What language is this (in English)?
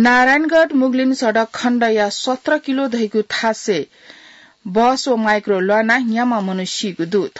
Newari